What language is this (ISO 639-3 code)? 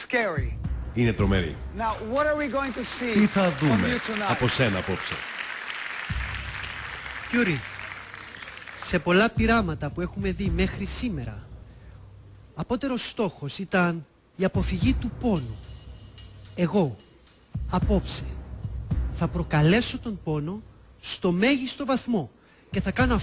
ell